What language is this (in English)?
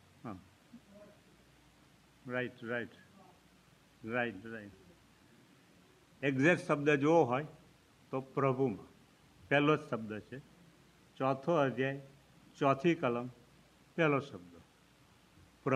Gujarati